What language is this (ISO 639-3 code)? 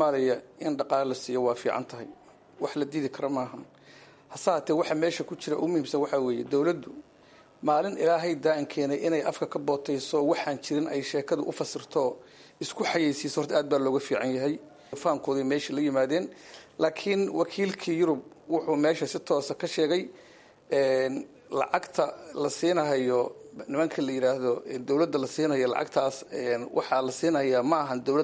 som